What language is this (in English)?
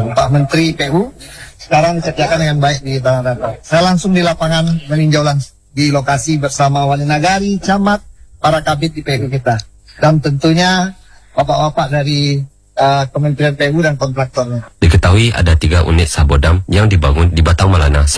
Indonesian